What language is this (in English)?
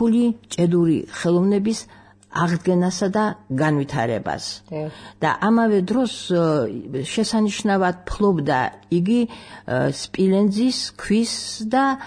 Georgian